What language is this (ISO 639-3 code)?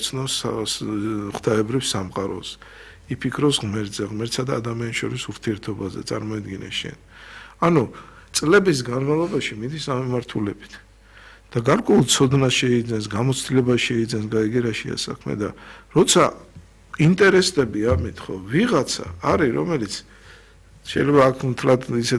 kat